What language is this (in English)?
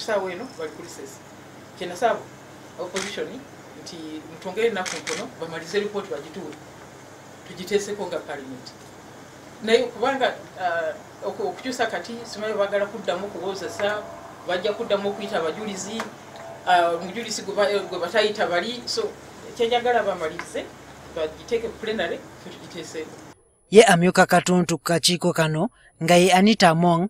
Ganda